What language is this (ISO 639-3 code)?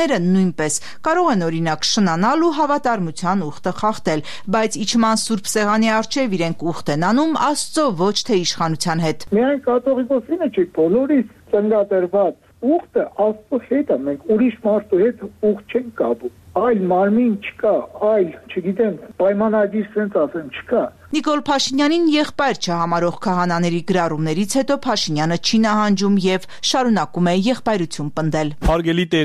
hye